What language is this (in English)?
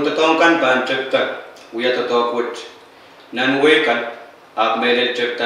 Pohnpeian